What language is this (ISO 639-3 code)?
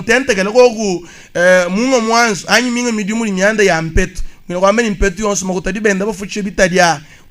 lua